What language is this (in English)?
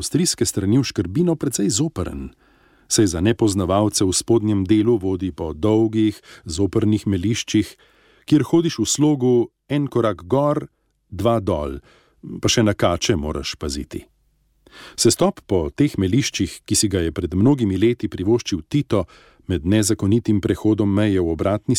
Slovenian